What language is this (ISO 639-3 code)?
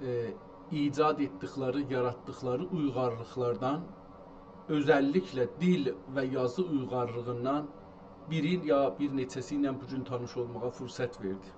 azb